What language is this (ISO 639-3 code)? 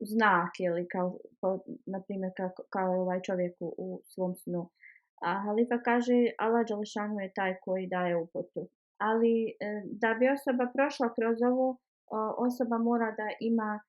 bos